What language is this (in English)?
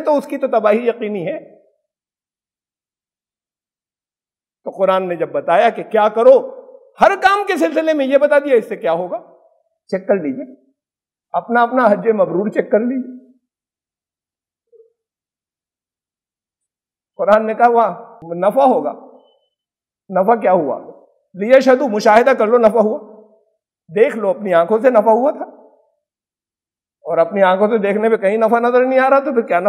Urdu